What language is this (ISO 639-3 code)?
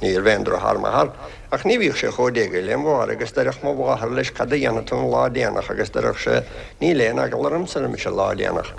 gle